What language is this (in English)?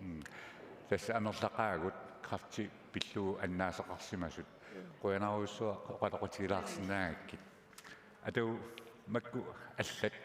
Kalaallisut